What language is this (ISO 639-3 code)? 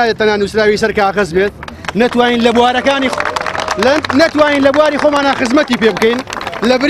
ckb